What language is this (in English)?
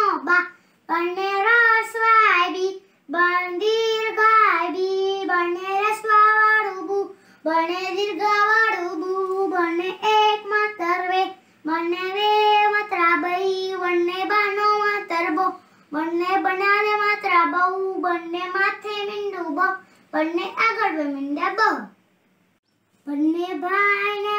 Gujarati